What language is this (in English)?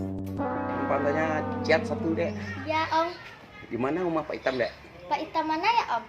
Minangkabau